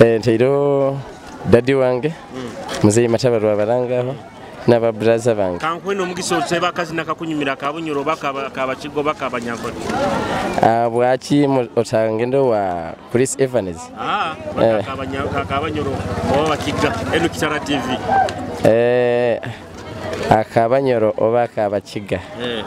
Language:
Nyoro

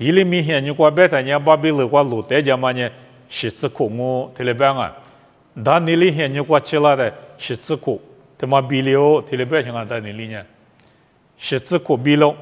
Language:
Lisu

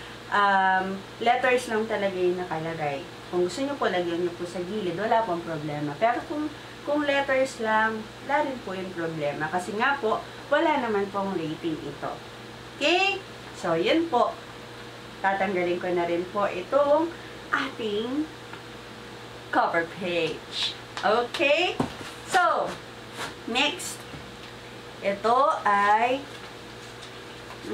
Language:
Filipino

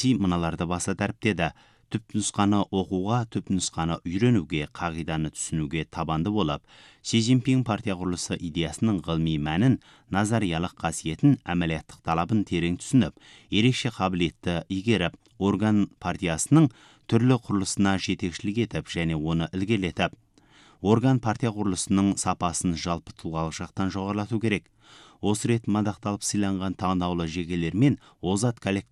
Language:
Kazakh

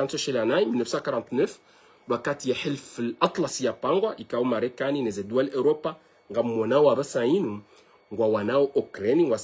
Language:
Ngazidja Comorian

